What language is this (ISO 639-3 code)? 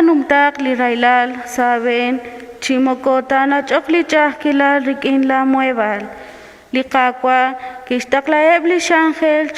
kek